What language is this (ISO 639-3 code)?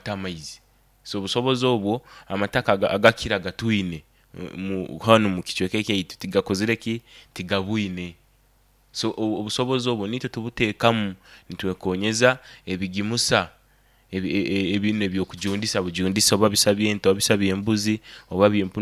nyo